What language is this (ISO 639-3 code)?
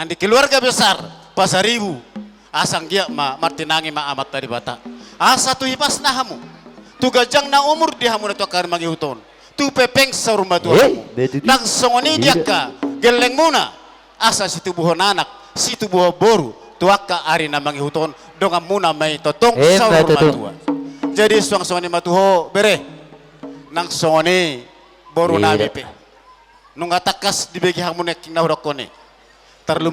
bbc